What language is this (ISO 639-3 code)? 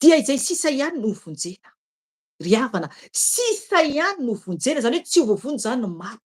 mlg